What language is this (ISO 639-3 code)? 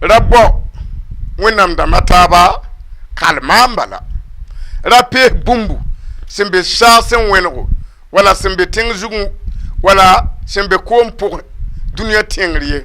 mos